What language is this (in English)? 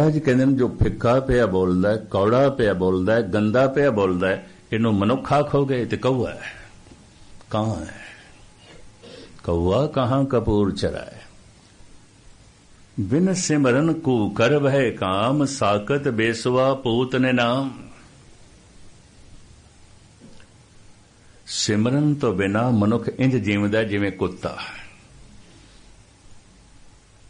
Punjabi